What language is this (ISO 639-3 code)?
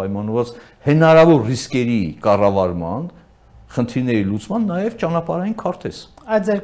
hye